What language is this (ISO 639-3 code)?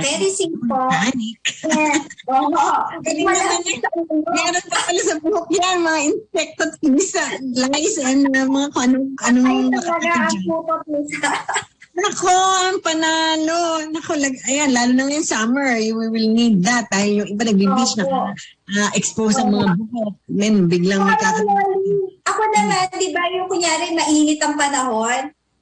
fil